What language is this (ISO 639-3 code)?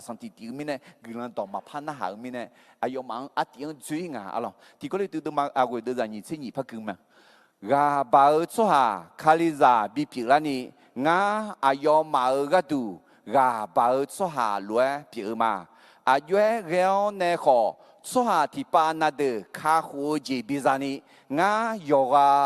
ahk